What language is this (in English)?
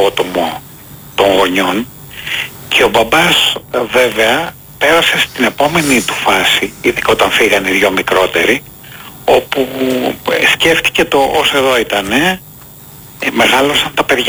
Greek